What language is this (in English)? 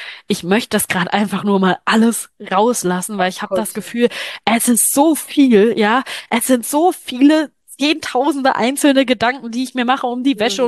German